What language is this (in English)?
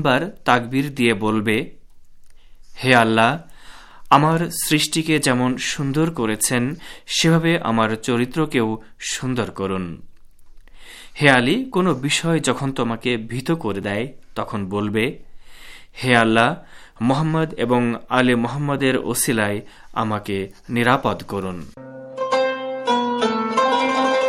Bangla